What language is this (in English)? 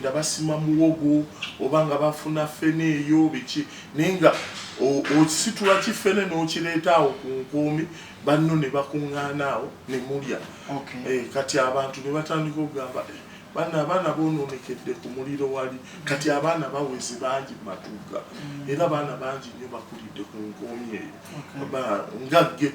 Ganda